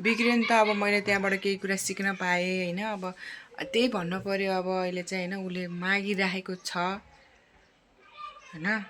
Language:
Nepali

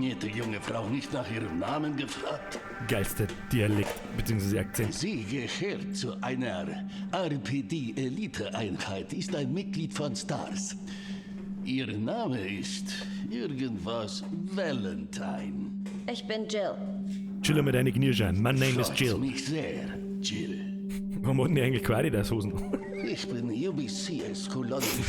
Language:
Bavarian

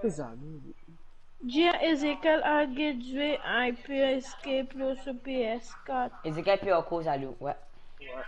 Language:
Morisyen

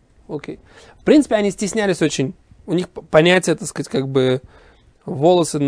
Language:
Russian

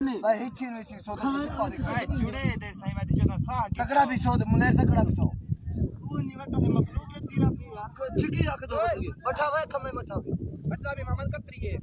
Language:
Saraiki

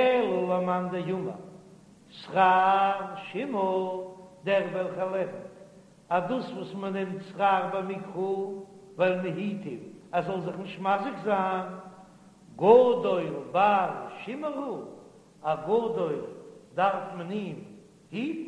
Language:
Yiddish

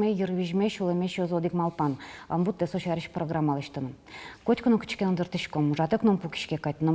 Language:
Udmurt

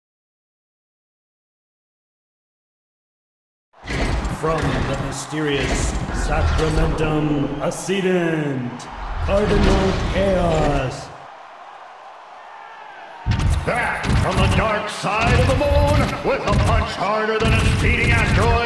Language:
English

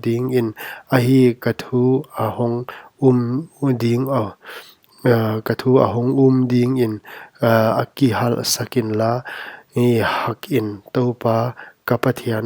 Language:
Paite Chin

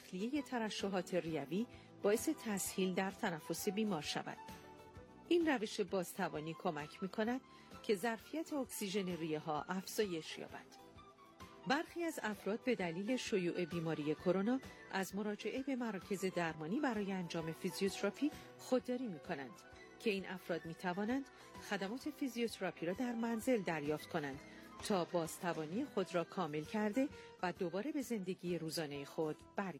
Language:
Persian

